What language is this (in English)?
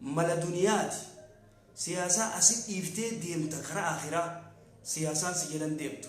Oromo